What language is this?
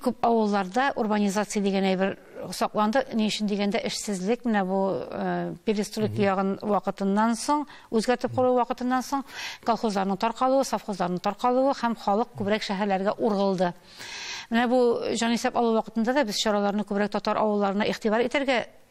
Tatar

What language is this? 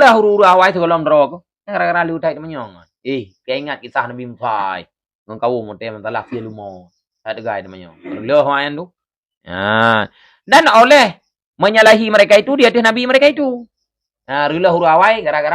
Achinese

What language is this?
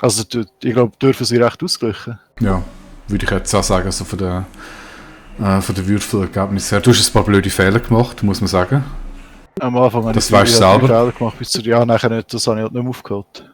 Swiss German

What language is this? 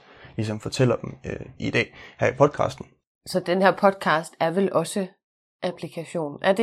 Danish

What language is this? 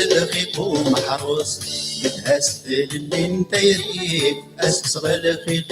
Kabyle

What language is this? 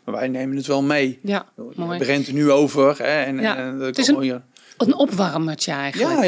Dutch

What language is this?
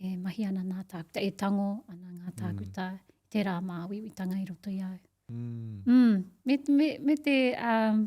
Māori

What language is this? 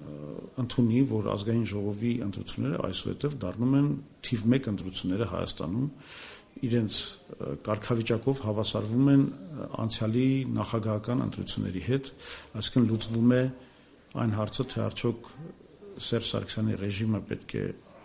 Armenian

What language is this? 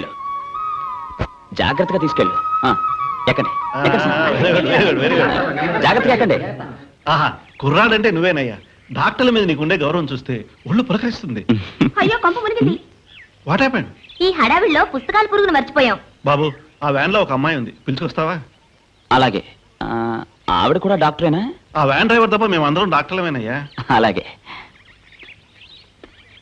Telugu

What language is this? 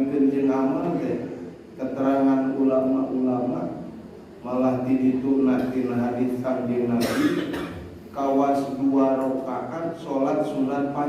Sundanese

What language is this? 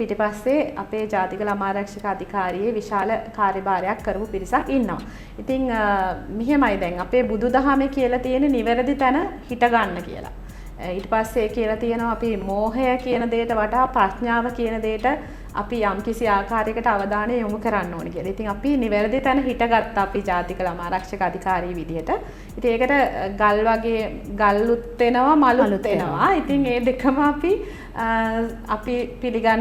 Sinhala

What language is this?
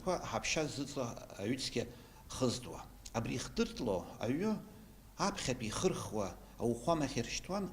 Abkhazian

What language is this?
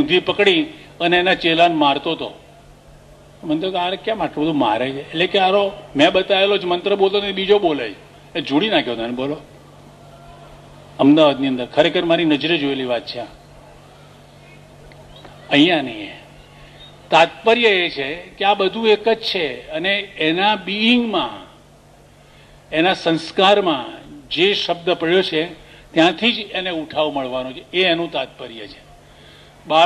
Gujarati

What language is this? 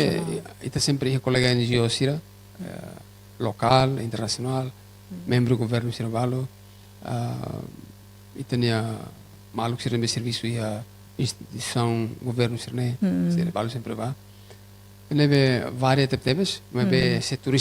Tetum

